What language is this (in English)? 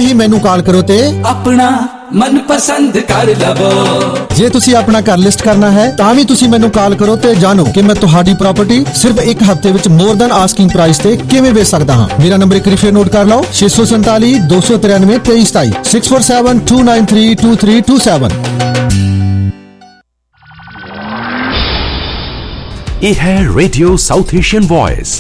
Punjabi